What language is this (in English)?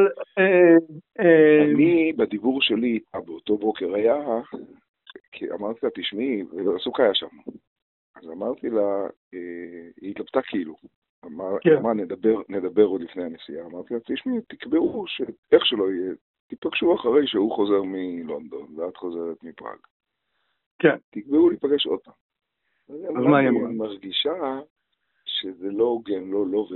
Hebrew